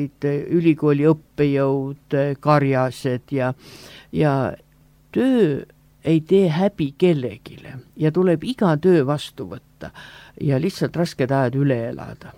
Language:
Estonian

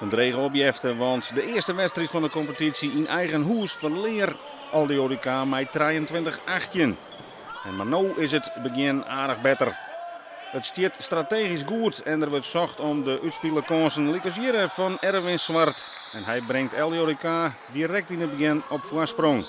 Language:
Western Frisian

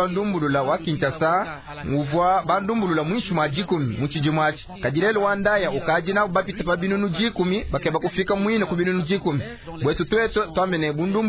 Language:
Luba-Lulua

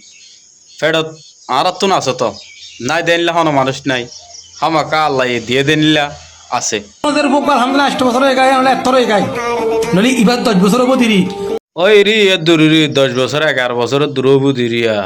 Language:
Rohingya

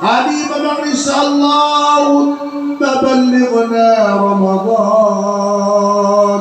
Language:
Maranao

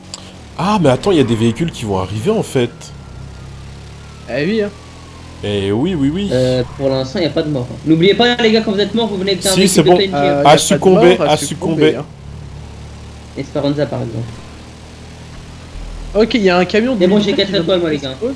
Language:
French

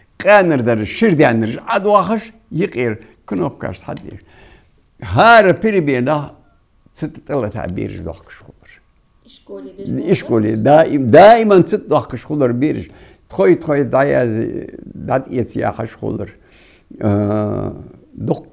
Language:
Ingush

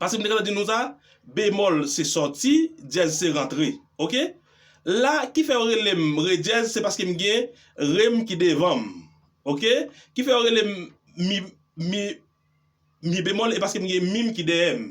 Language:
Haitian Creole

